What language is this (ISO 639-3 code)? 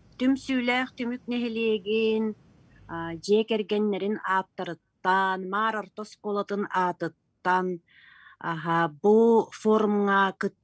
sah